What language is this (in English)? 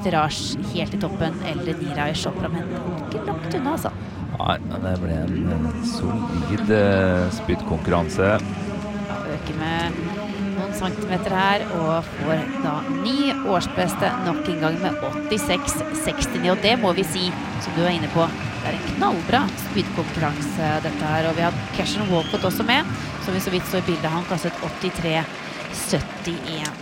Norwegian